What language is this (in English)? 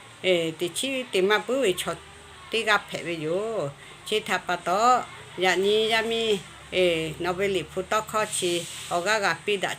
Lahu